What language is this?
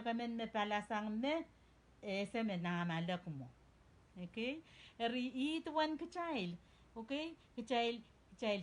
Pohnpeian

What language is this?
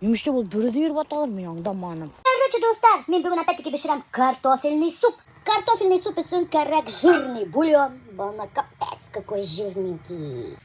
Bashkir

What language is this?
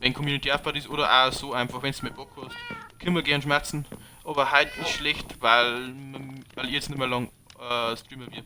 Bavarian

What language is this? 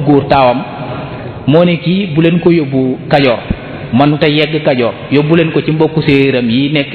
Wolof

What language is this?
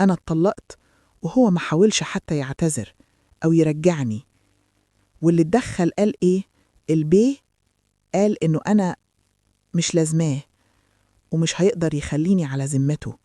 Egyptian Arabic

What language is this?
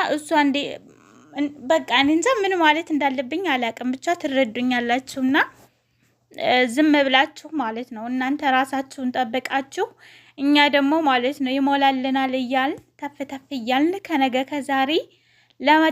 Amharic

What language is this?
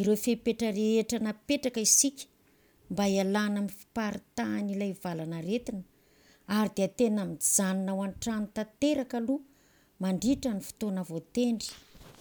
Malagasy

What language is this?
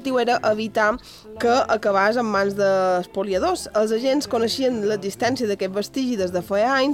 Catalan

